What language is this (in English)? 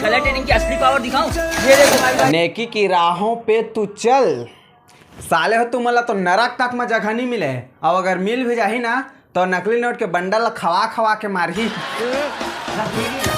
Chhattisgarhi